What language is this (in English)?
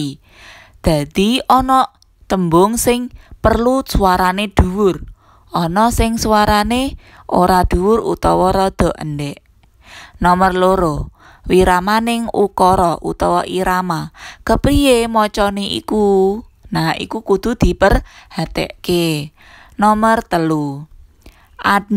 Javanese